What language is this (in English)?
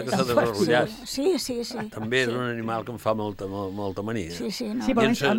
Catalan